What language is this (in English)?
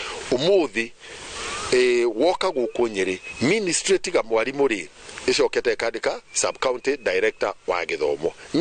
Kikuyu